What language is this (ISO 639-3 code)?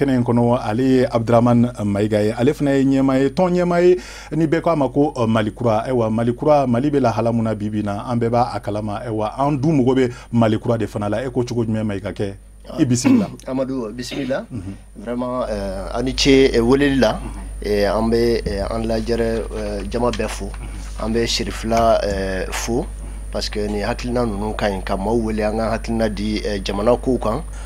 bam